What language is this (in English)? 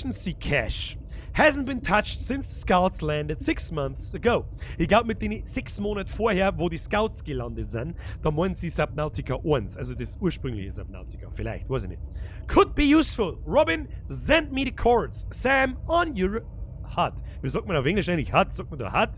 Bavarian